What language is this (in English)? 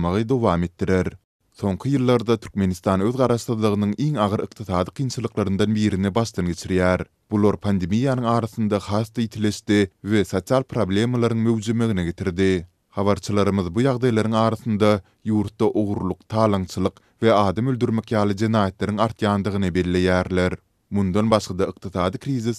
Turkmen